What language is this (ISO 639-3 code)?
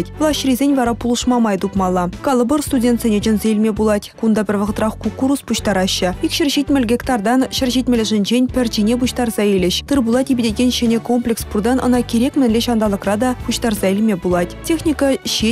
chv